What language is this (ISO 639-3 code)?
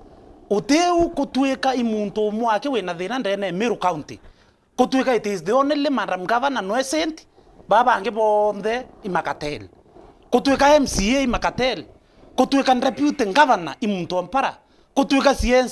mer